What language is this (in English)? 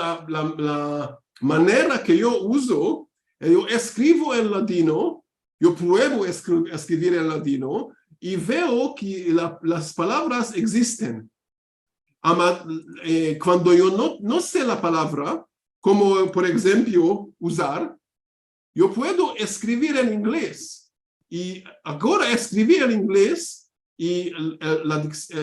Ladino